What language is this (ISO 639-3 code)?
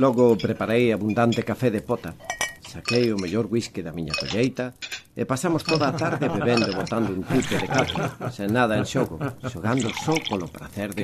glg